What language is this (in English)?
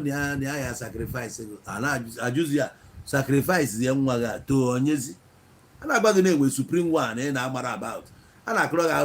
Igbo